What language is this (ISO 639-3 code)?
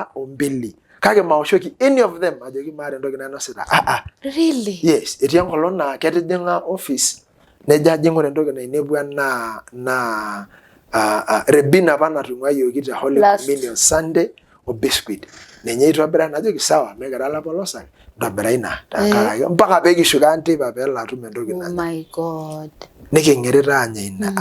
mas